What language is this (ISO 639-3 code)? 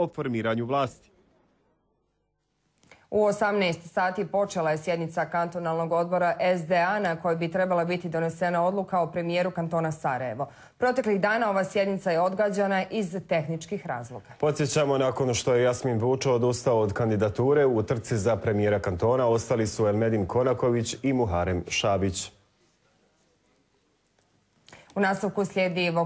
bos